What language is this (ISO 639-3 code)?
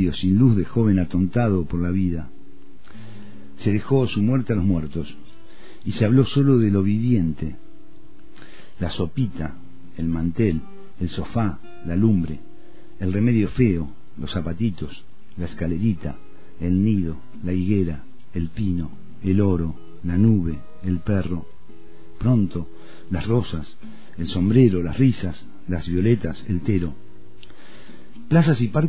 spa